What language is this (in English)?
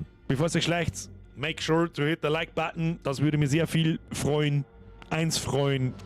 Bavarian